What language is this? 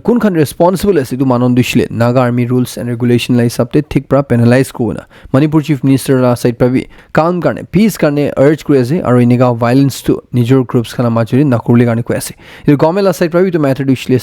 Naga Pidgin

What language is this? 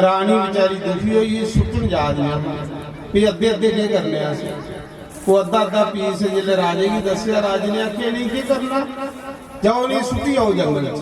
Dogri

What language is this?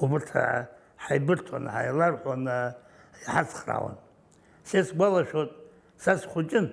Abkhazian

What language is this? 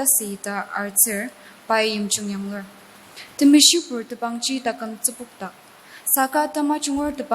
Ao Naga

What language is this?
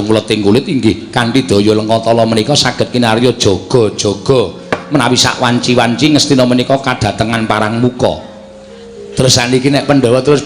Javanese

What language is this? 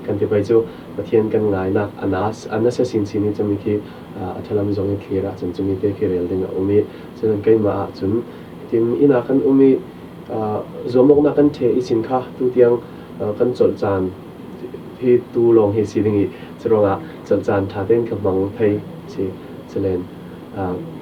Falam Chin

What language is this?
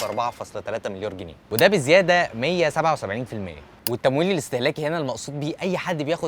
Egyptian Arabic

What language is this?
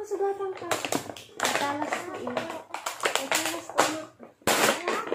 Filipino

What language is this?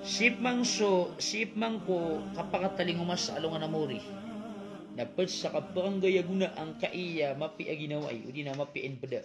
Maranao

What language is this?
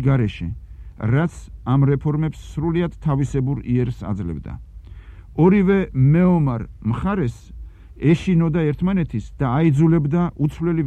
Georgian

